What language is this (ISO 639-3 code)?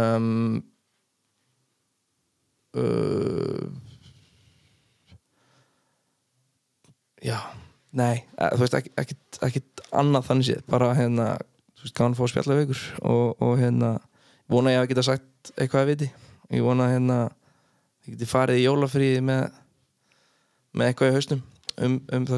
isl